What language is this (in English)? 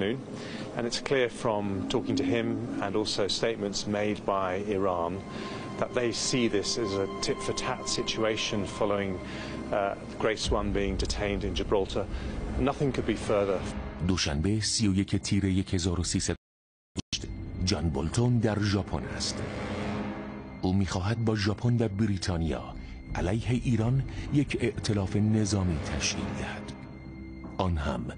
Persian